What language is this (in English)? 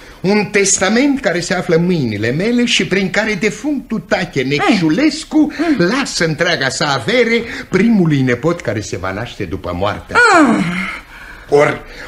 Romanian